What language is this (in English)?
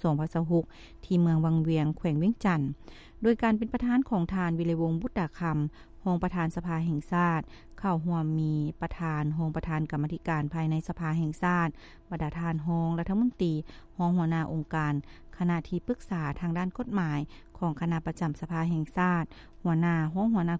Lao